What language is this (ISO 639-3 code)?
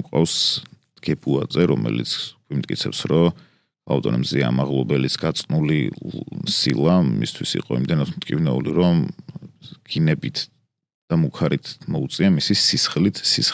kat